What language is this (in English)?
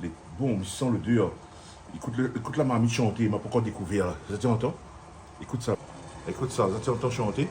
Réunion Creole French